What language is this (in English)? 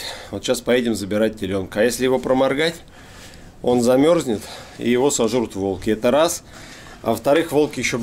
Russian